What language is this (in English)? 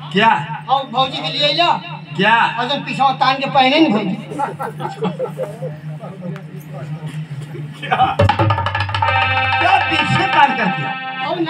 Bhojpuri